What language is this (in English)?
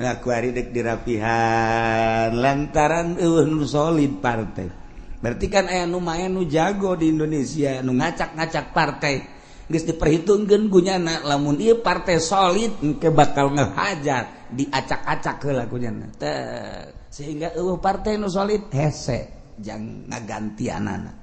Sundanese